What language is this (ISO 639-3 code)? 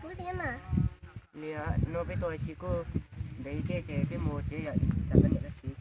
hmn